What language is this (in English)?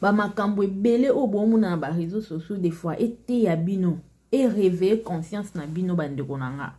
Lingala